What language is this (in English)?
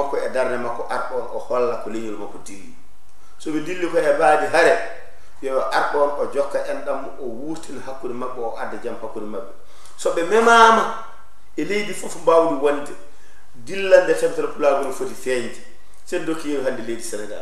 Fula